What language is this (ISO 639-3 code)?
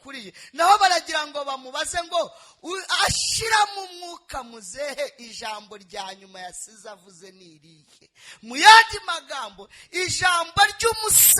kin